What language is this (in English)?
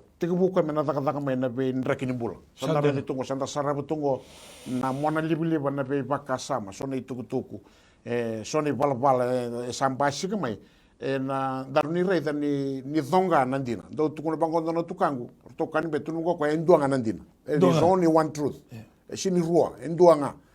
Fijian